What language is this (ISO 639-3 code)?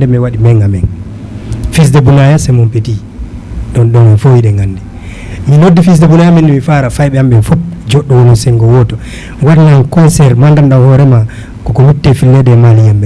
ful